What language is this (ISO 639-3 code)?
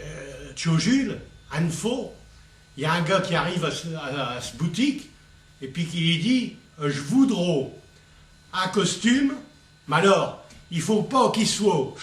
pcd